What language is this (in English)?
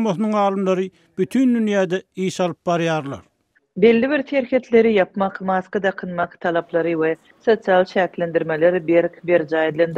Turkmen